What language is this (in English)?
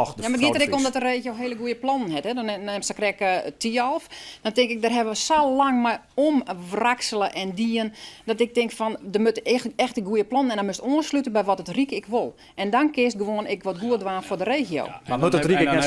Western Frisian